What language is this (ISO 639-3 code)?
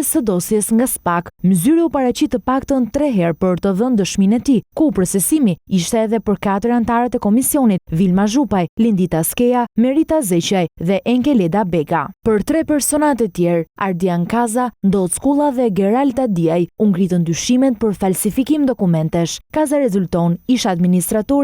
sqi